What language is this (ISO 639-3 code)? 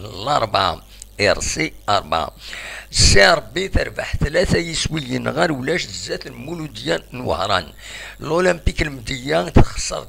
kab